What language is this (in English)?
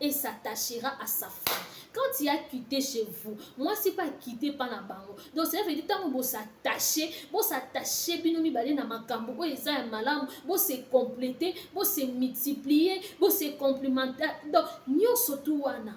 Lingala